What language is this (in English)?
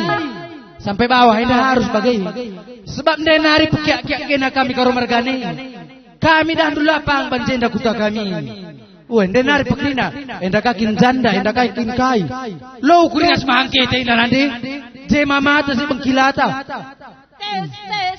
Batak Karo